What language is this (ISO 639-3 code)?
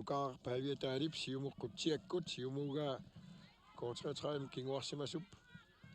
kal